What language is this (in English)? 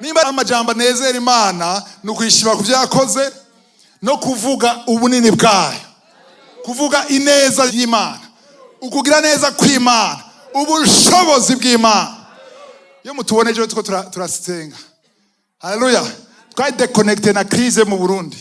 Rundi